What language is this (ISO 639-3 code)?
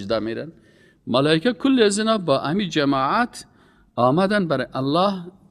fas